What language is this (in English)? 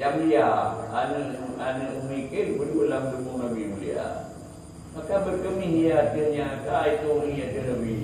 Achinese